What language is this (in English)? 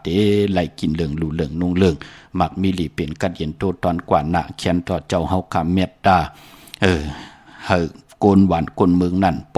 Shan